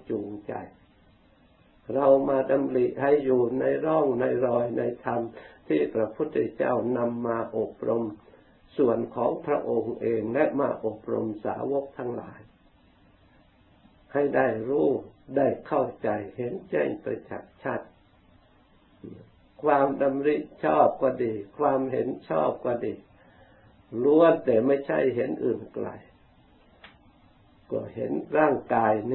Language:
Thai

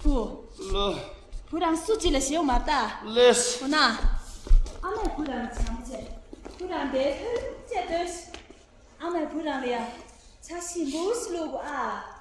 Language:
Tibetan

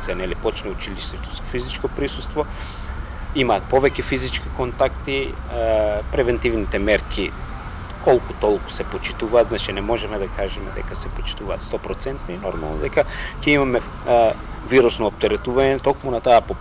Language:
Macedonian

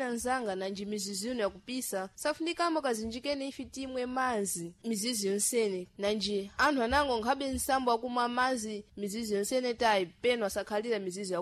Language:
Sena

